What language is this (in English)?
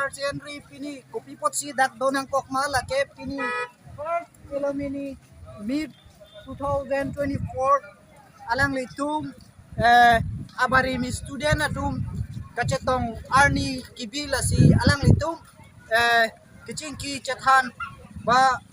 Karbi